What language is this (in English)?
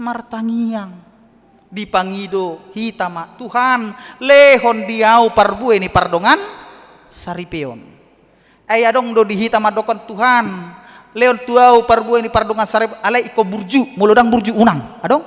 Batak Toba